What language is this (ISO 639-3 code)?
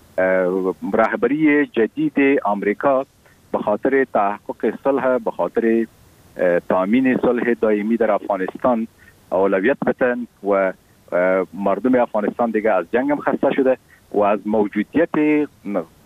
fas